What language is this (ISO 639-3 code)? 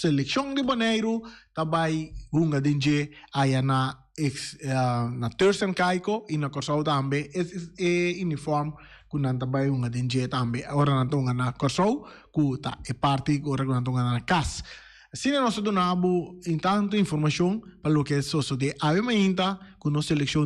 pap